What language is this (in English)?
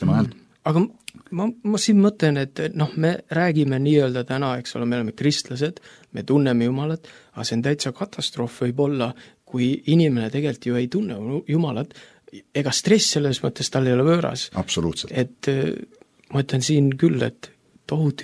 Estonian